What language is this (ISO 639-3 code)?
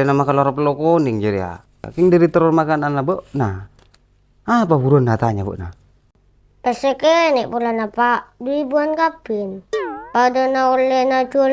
mad